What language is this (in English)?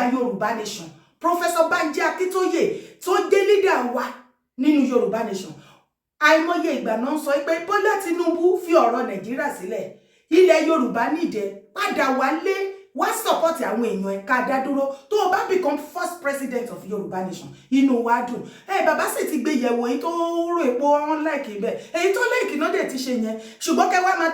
Yoruba